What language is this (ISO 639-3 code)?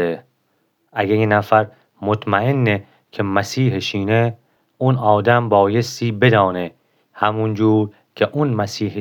glk